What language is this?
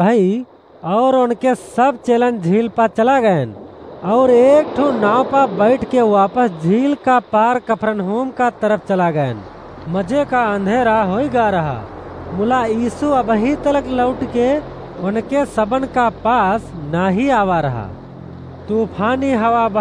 Awadhi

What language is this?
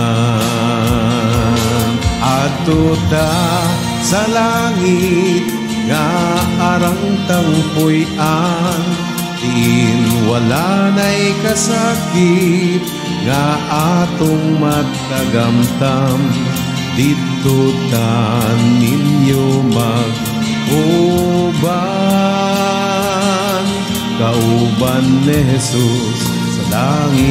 Cebuano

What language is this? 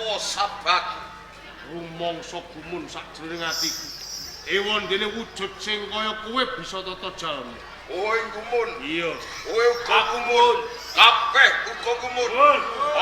Javanese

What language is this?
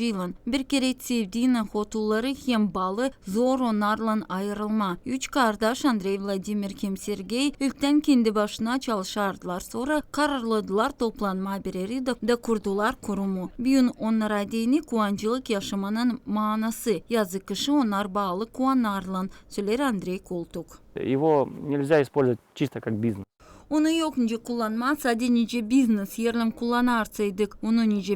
Gagauz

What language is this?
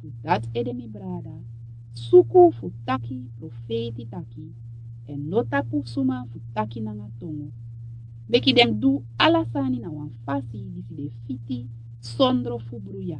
Sranan Tongo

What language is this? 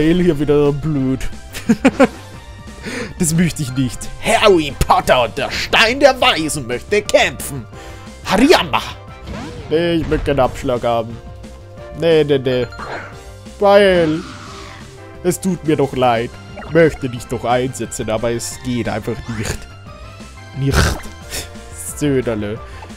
German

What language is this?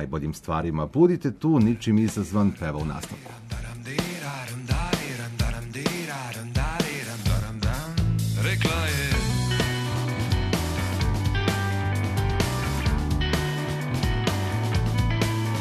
Serbian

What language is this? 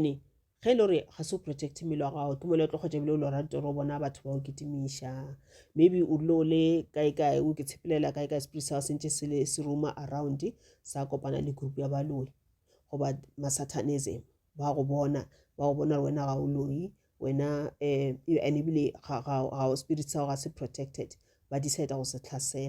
Northern Sotho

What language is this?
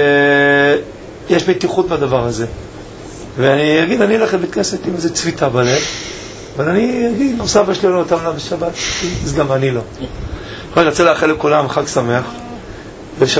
Hebrew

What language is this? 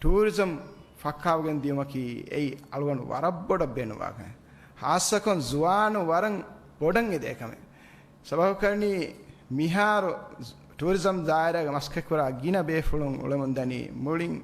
Divehi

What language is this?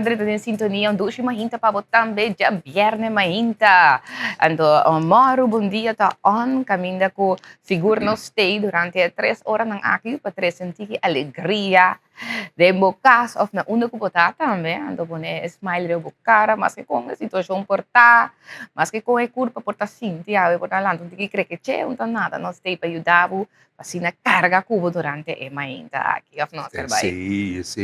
Papiamento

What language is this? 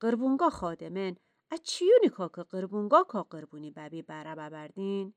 Gilaki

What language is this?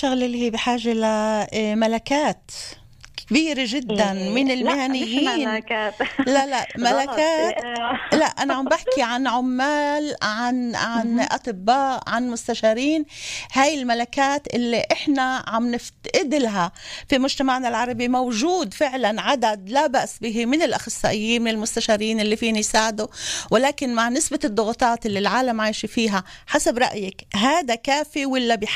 North Levantine Arabic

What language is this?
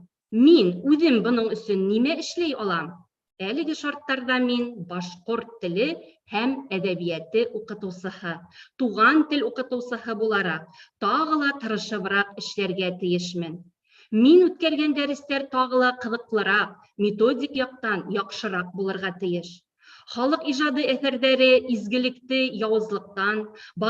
Bashkir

